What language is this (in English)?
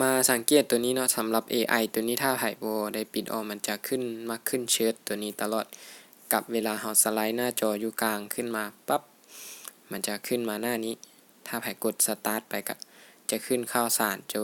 Lao